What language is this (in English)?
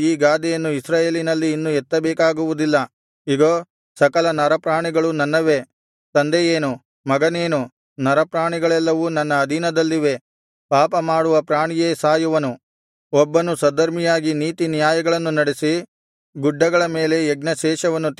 Kannada